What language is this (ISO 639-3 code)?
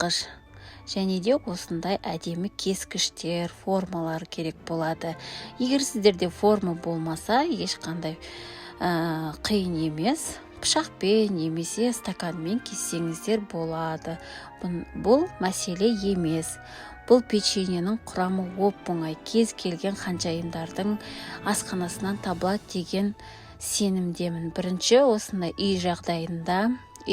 kaz